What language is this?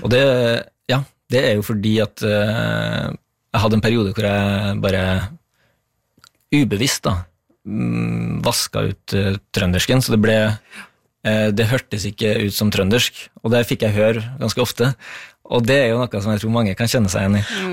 Norwegian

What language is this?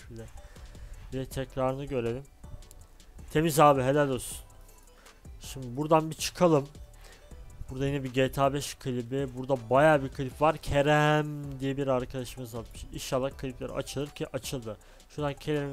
Turkish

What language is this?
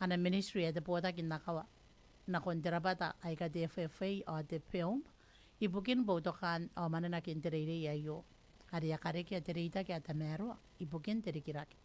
Gilbertese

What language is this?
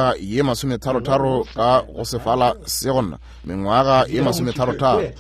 Northern Sotho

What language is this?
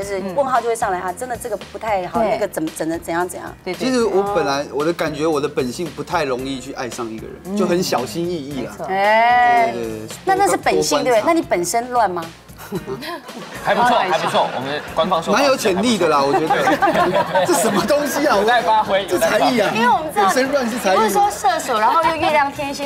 Chinese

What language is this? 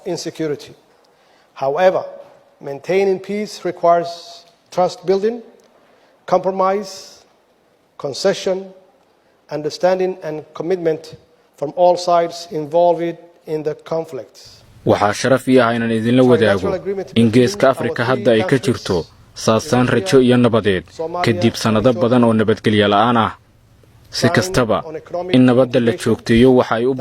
Somali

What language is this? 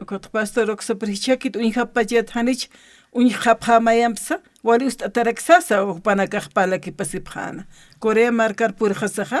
Aymara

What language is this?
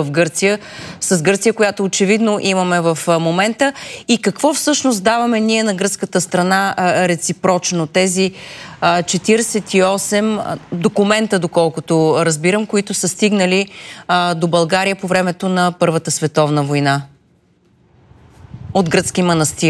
Bulgarian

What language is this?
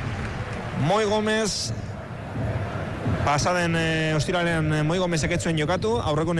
Basque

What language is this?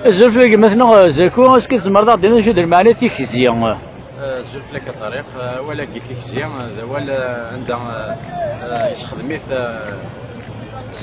Kabyle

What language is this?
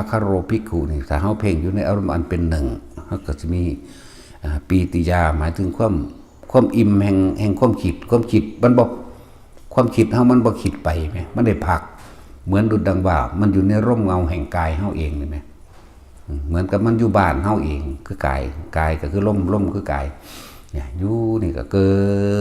Northeastern Thai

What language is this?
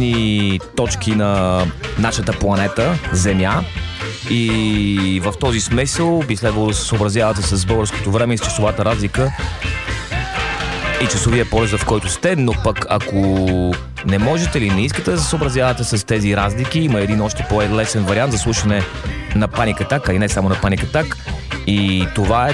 Bulgarian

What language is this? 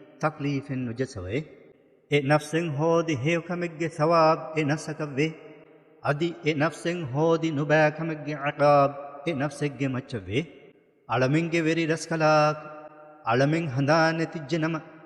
Divehi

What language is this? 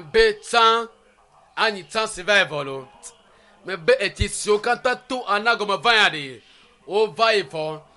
Ewe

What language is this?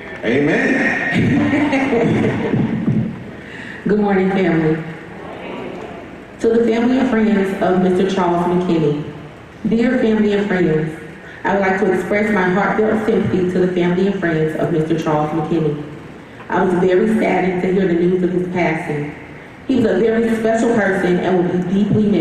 English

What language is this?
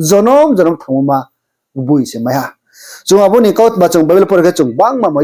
Riang (India)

